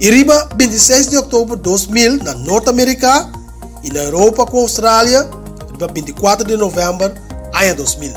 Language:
Papiamento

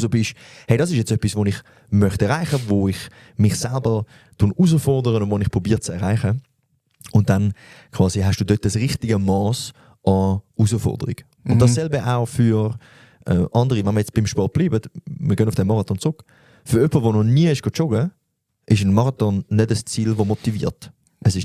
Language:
Swiss German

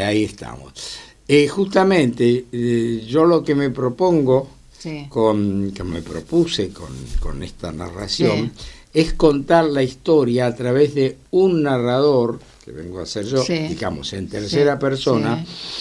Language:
Spanish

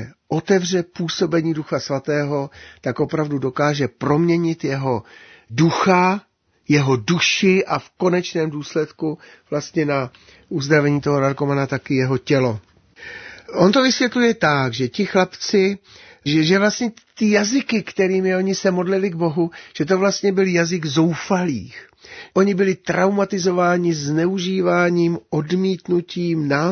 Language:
Czech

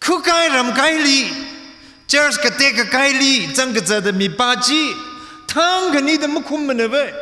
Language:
Tangkhul Naga (India)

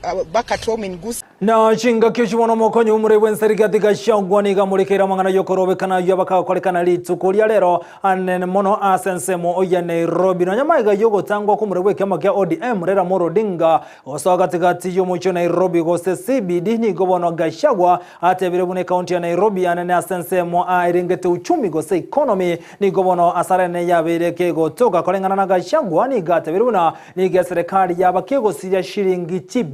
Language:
Gusii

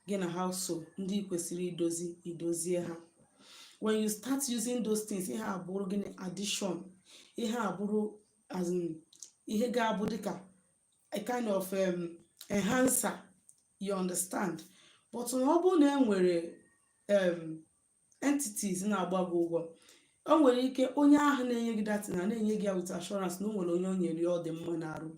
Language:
Igbo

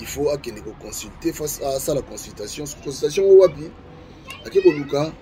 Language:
Lingala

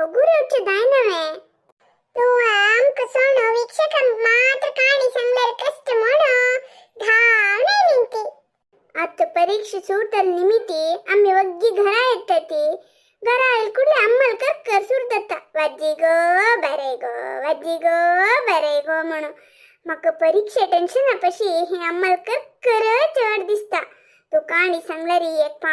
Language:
Konkani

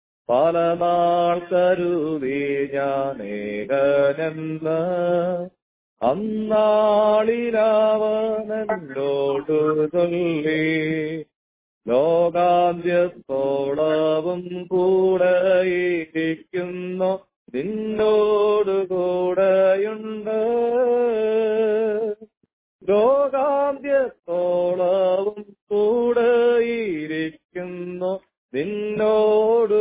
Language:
Malayalam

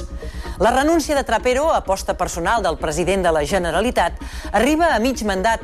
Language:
Catalan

